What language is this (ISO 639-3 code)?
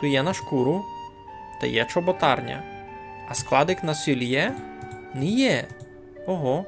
rue